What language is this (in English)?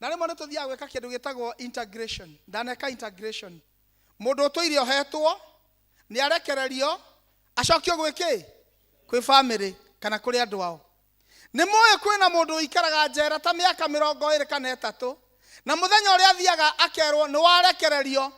Kikuyu